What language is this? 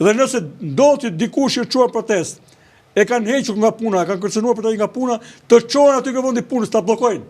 Albanian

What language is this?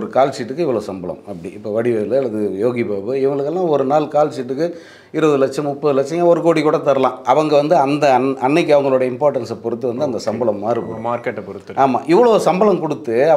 Tamil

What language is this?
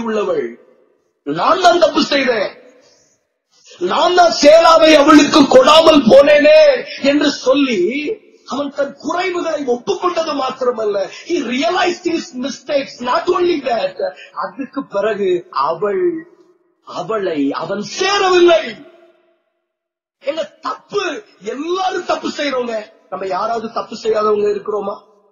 Tamil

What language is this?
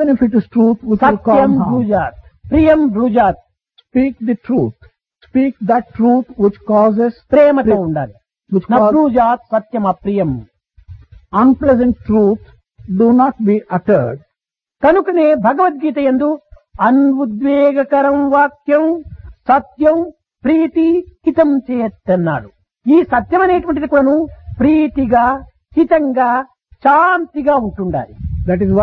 Telugu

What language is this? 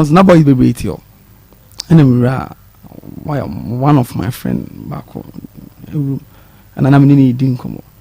Akan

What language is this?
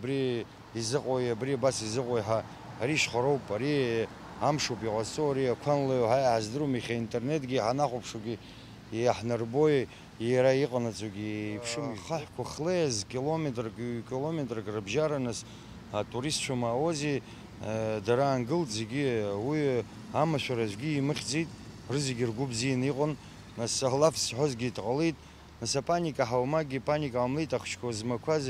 Abkhazian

